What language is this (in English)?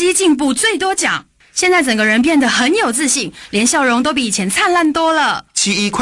Chinese